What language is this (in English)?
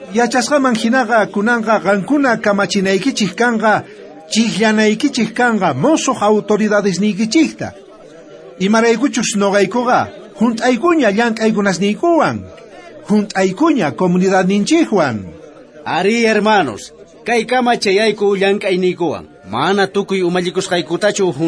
South Bolivian Quechua